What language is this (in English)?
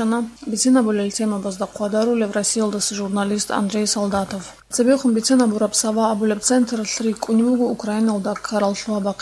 Avaric